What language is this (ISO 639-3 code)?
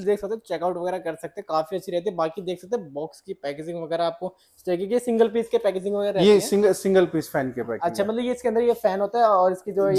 hin